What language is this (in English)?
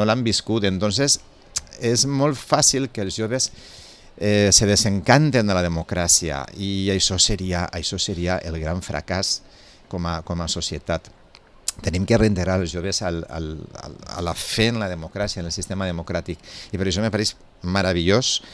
Catalan